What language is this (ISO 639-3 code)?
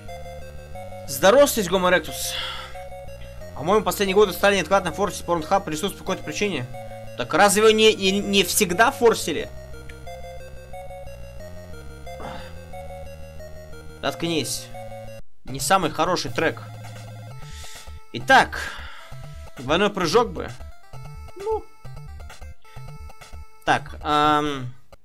rus